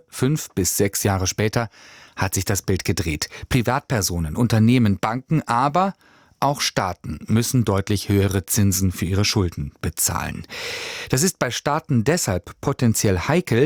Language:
German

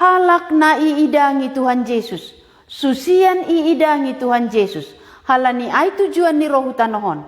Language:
Batak Simalungun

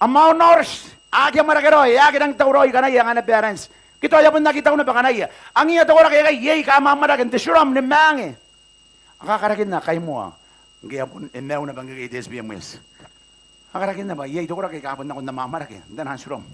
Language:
Gilbertese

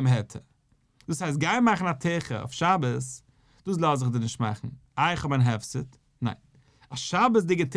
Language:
Yiddish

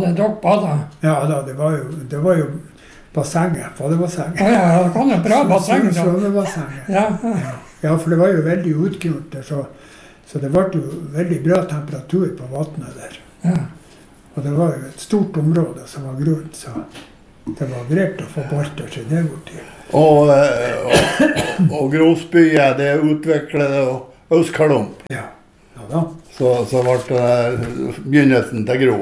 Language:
Norwegian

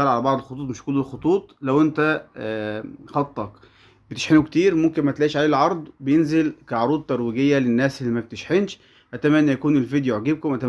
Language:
Egyptian Arabic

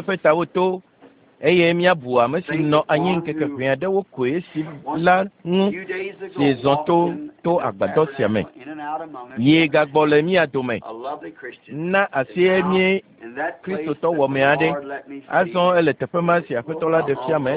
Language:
Ewe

